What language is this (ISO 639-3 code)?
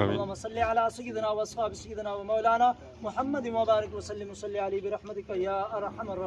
phr